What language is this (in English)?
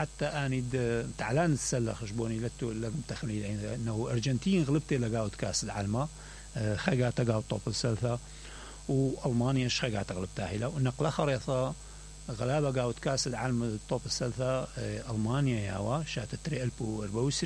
Mesopotamian Arabic